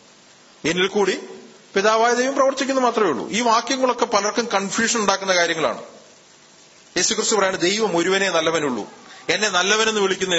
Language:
Malayalam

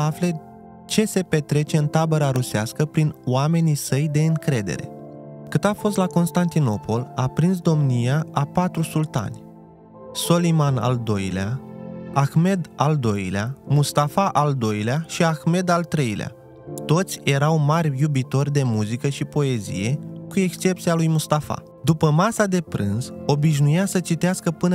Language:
Romanian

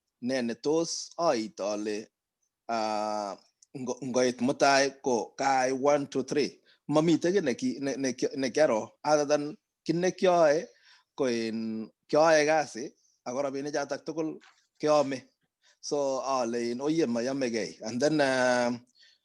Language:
Kalenjin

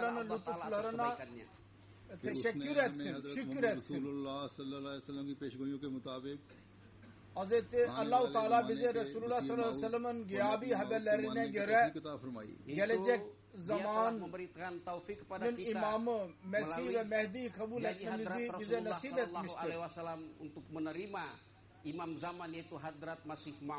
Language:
Turkish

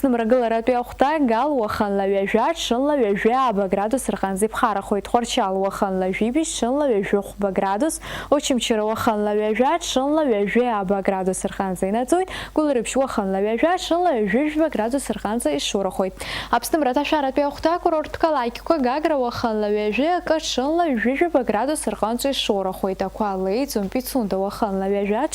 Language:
Abkhazian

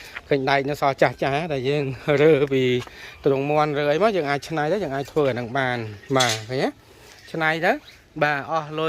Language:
Khmer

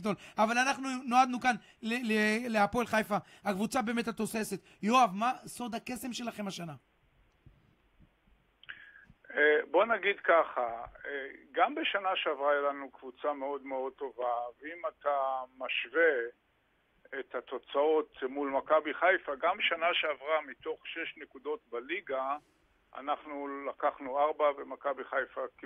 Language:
Hebrew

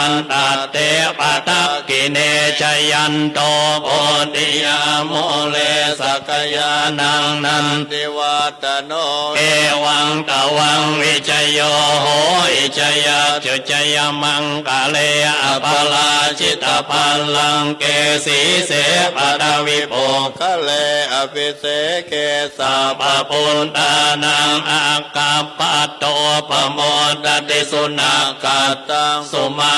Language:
Pali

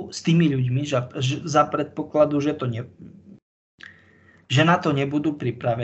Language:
Slovak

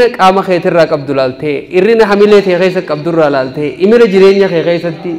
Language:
Oromo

